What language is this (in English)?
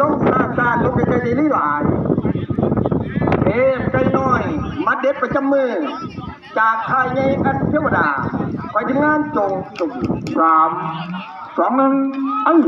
Lao